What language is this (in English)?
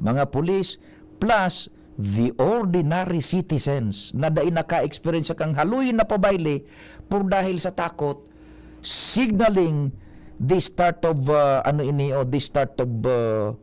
Bikol